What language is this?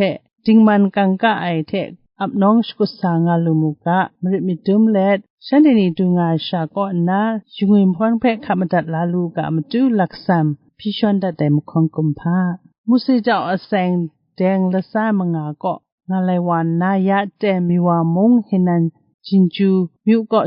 Kachin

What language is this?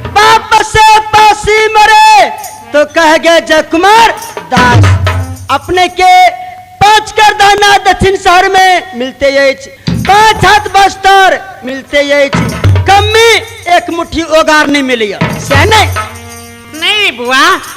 Maithili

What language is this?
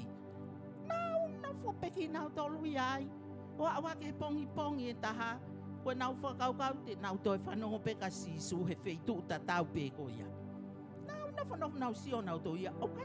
Tongan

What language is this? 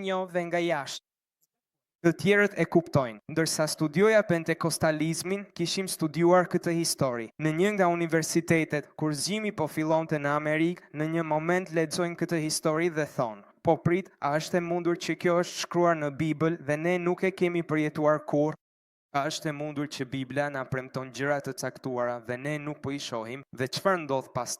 Albanian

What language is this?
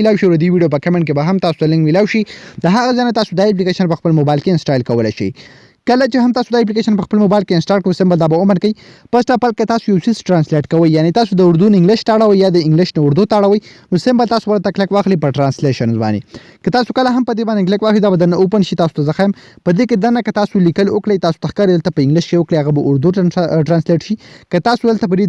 Pashto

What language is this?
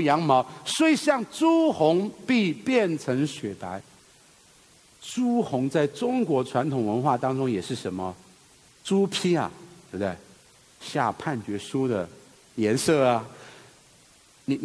Chinese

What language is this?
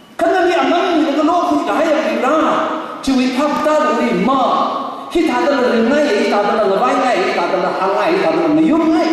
Tangkhul Naga (India)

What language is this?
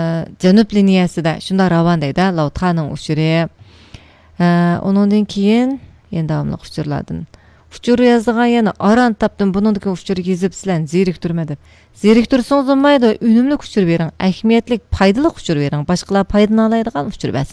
Uyghur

